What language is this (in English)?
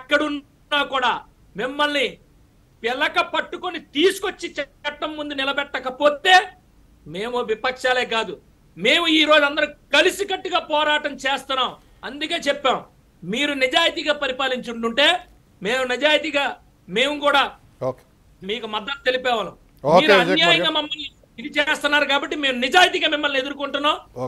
Telugu